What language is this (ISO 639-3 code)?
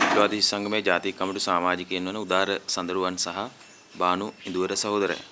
sin